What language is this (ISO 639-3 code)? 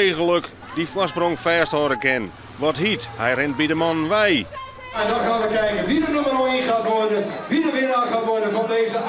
fry